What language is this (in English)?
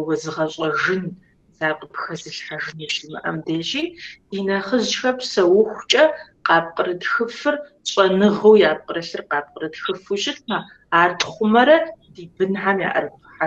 Kabardian